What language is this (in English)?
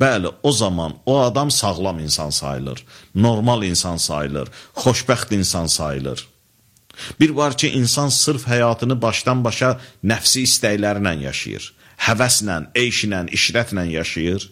Azerbaijani